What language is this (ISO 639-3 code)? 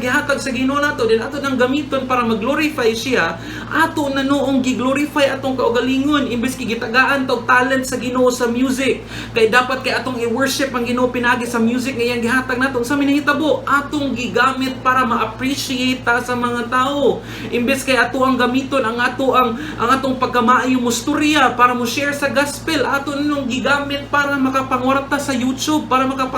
ceb